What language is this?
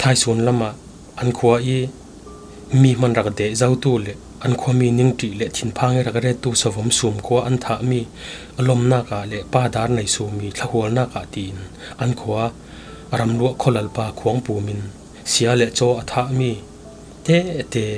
Falam Chin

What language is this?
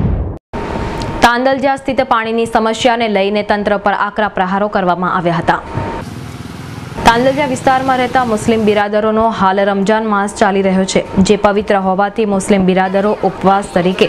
Gujarati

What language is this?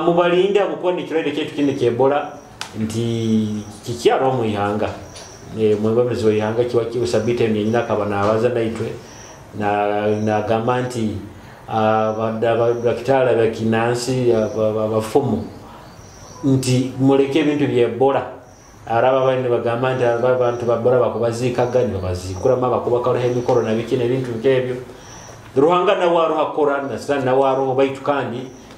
Nyoro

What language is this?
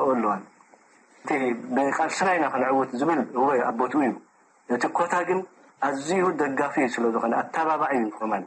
Tigrinya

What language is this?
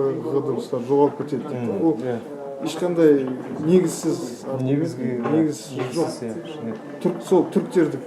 Kazakh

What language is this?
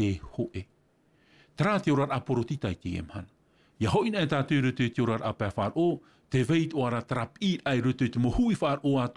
Tahitian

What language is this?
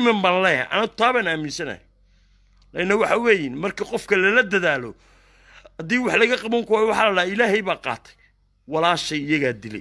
Somali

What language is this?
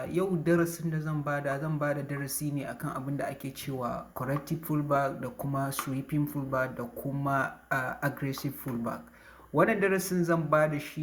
Hausa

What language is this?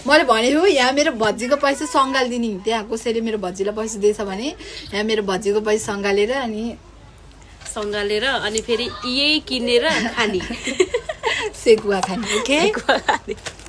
Nepali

